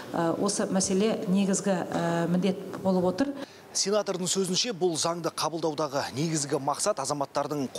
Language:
Kazakh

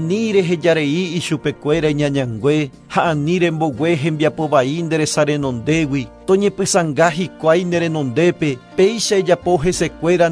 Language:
Guarani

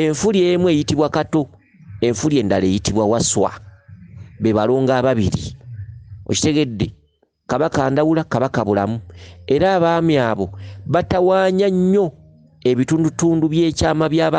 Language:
Ganda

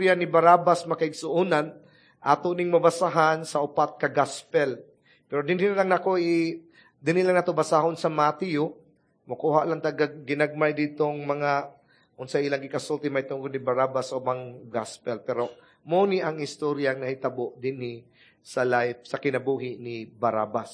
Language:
Cebuano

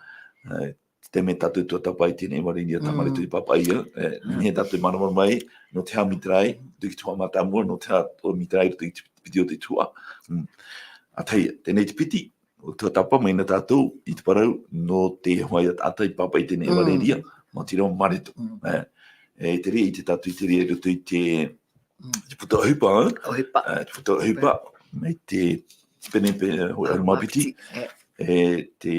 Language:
Tahitian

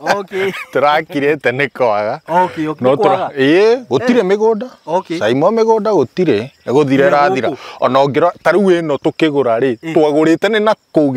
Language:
Kikuyu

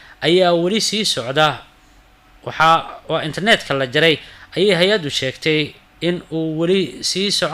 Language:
Somali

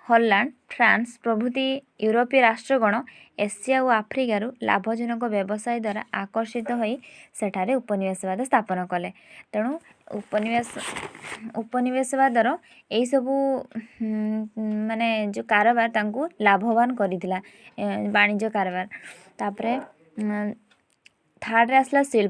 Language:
Odia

